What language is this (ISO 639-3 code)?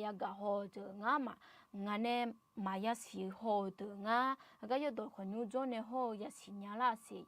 ahk